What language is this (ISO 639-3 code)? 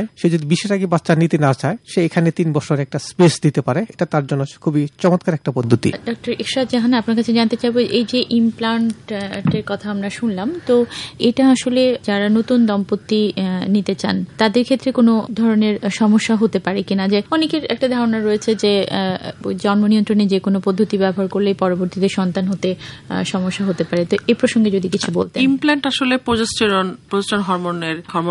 ben